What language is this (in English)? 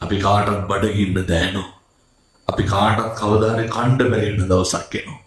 Sinhala